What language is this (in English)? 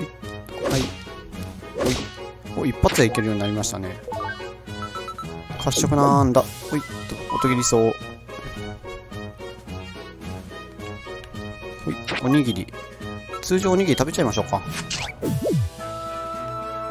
Japanese